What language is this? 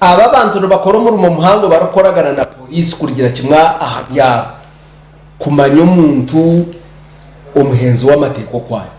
Nyankole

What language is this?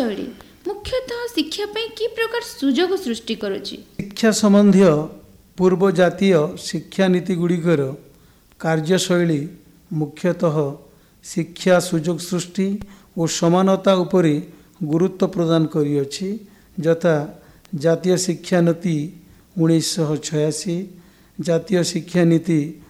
Odia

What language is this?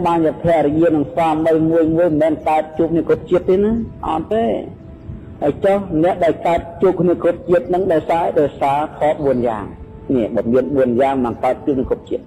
Khmer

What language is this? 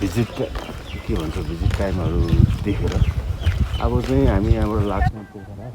Nepali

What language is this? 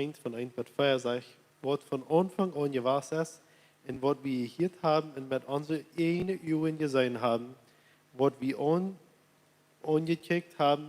Plautdietsch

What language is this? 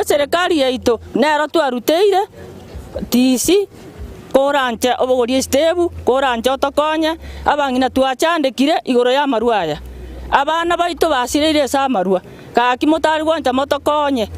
Gusii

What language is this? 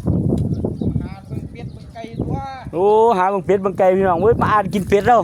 Northeastern Thai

